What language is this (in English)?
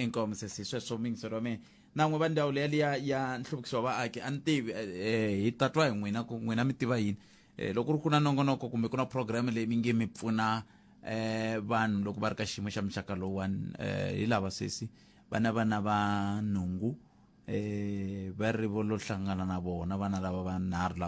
Tsonga